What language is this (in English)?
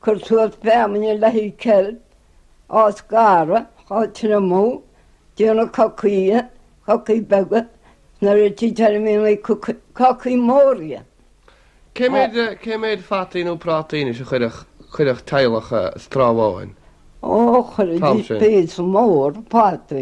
Irish